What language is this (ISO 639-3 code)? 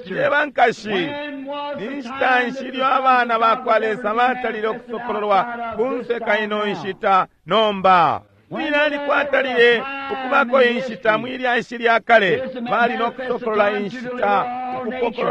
bem